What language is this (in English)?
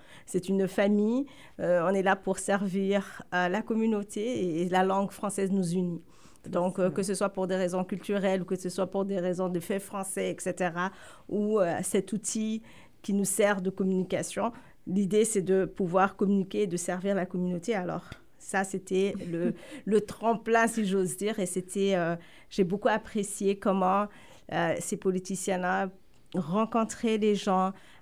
French